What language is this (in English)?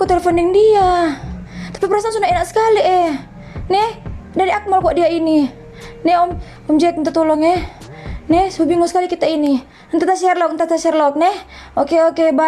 Manado Malay